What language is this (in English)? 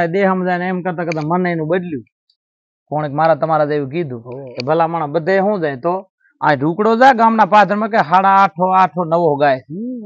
Gujarati